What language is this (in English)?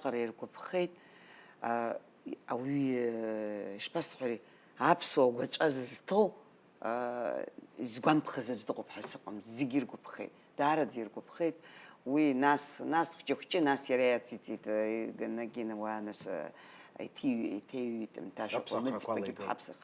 Abkhazian